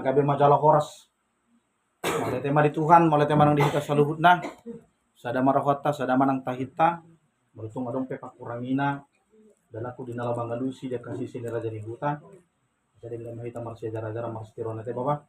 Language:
Batak Toba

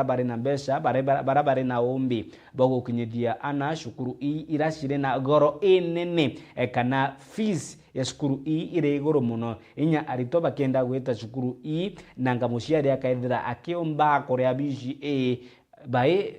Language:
Meru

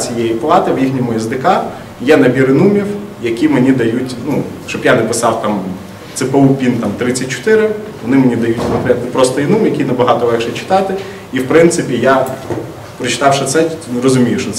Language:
Ukrainian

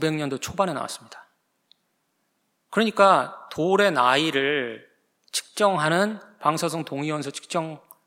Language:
Korean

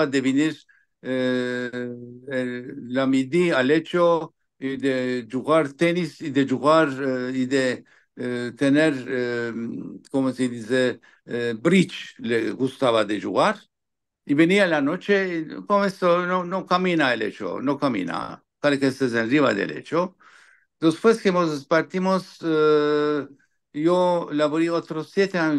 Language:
Ladino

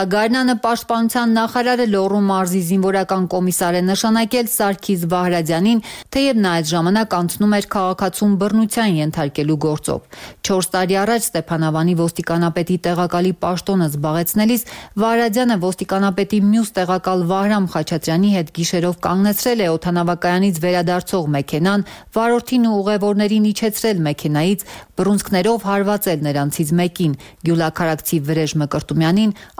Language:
Armenian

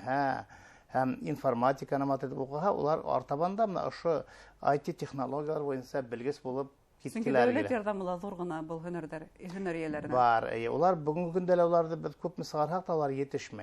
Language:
Bashkir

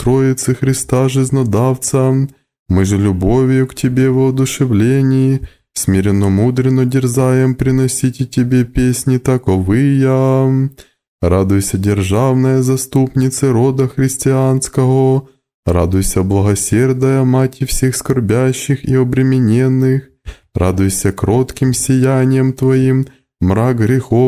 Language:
Russian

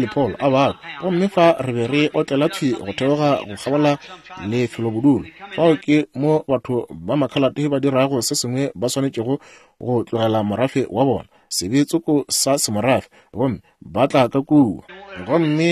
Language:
Northern Sotho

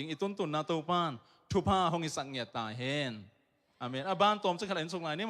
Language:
Tedim Chin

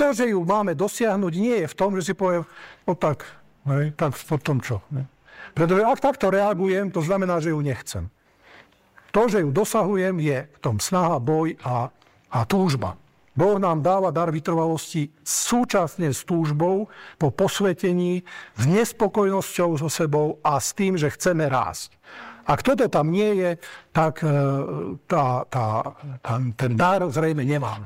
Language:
Slovak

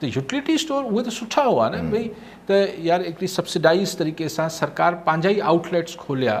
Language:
Sindhi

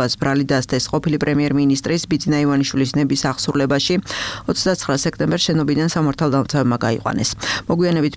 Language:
Georgian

